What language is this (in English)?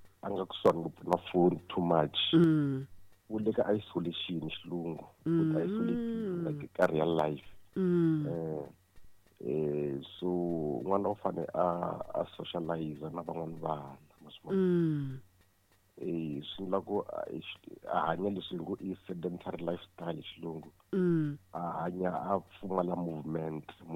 Tsonga